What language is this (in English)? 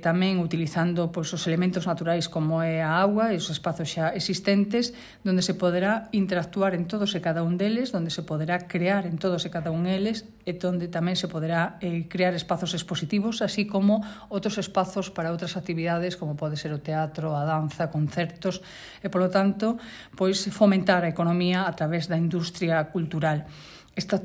Galician